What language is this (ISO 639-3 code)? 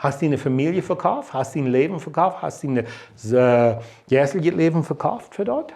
pdt